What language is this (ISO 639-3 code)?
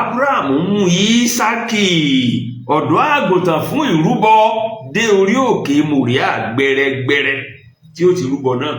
yor